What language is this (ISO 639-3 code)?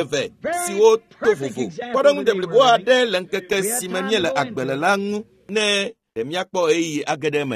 ewe